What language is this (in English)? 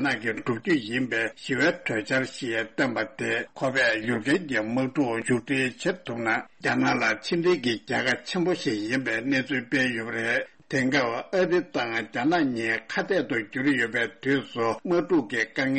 Tibetan